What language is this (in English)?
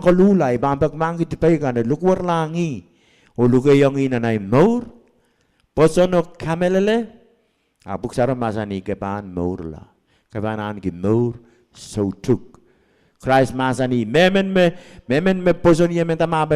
Pohnpeian